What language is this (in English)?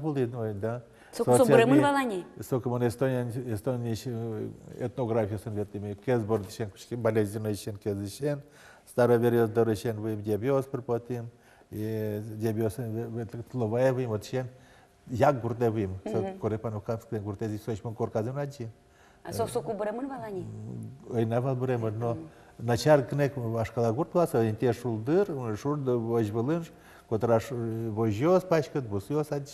Udmurt